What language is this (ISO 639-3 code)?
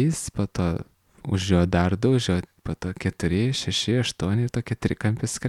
lit